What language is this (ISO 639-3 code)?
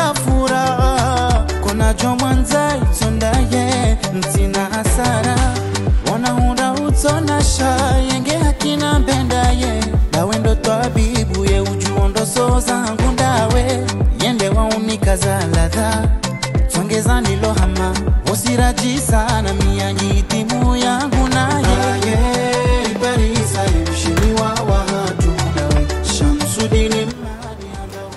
swa